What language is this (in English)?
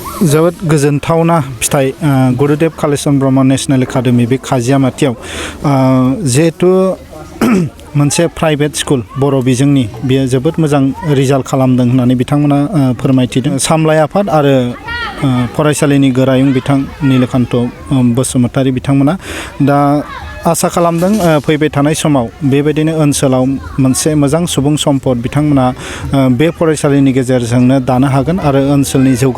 Bodo